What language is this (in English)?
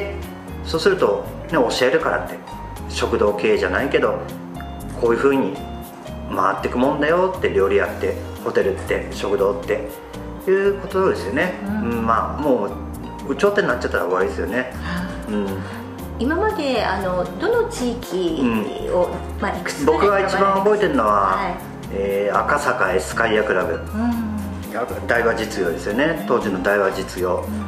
Japanese